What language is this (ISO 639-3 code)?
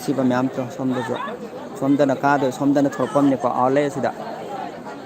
mni